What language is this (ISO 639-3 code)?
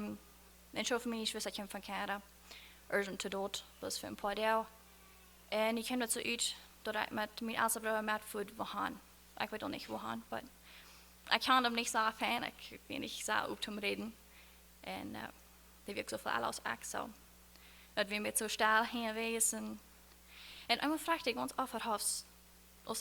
pdt